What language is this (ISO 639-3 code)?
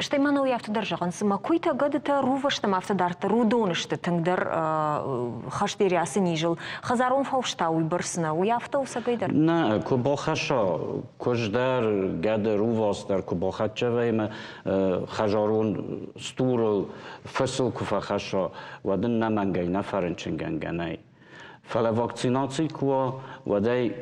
oss